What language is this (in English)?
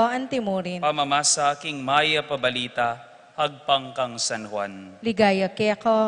Pampanga